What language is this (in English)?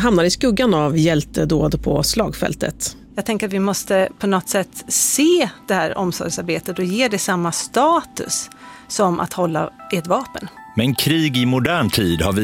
Swedish